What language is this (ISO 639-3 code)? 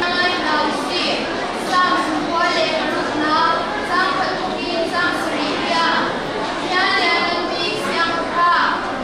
cnh